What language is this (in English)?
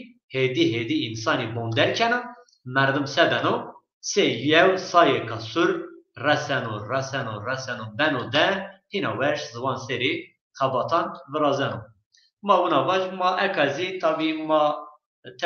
Zaza